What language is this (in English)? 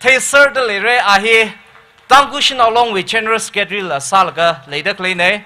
Tangkhul Naga (India)